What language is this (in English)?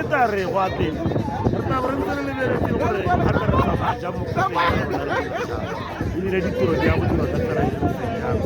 Tswana